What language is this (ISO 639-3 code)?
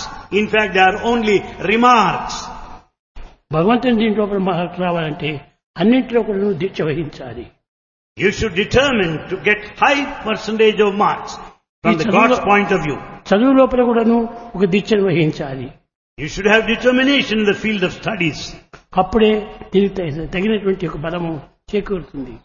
tel